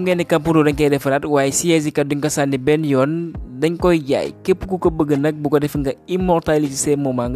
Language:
Wolof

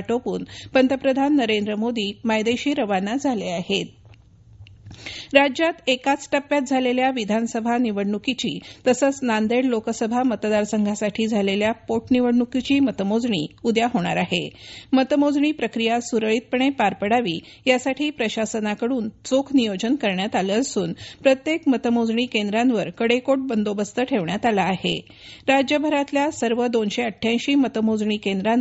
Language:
Marathi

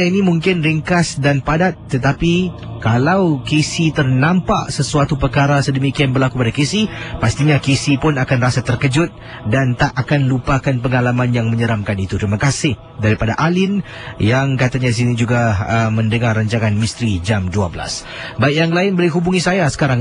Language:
Malay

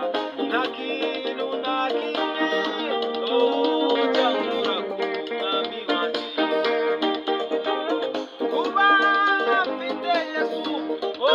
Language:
Kinyarwanda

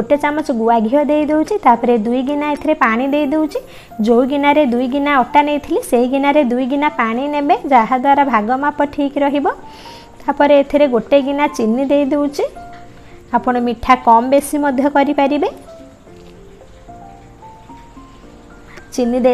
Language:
Odia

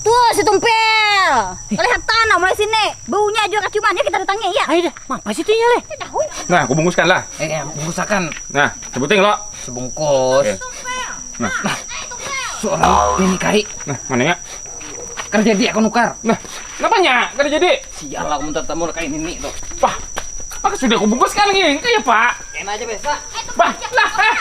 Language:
Banjar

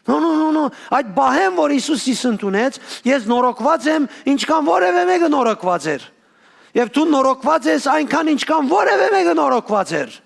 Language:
Western Armenian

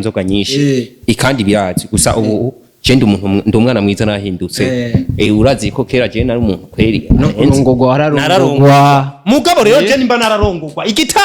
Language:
Rundi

